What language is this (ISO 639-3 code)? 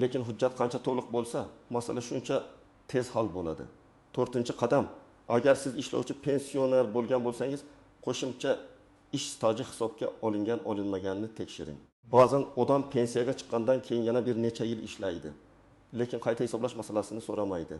uzb